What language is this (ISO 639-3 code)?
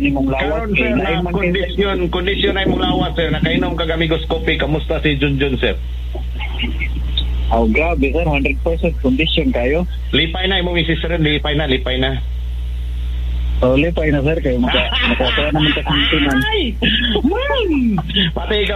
ceb